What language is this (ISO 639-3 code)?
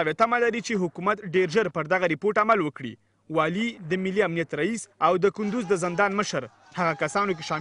pus